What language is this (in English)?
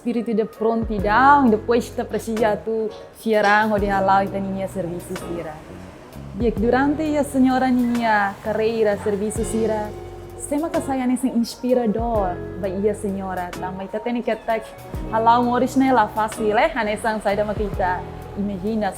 Tetum